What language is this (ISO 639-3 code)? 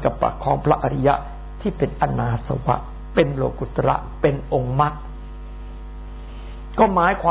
tha